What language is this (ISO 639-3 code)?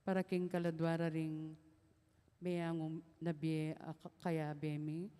pam